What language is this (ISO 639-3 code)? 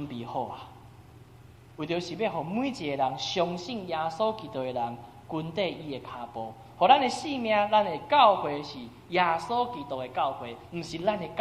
nan